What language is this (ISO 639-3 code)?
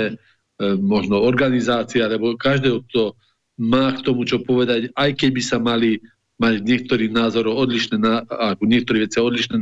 slk